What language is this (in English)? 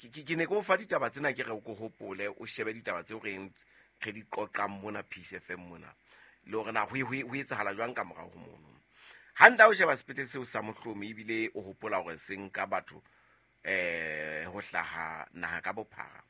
Southern Sotho